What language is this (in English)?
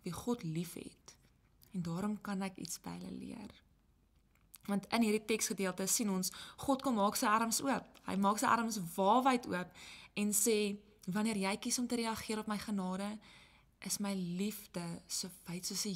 Afrikaans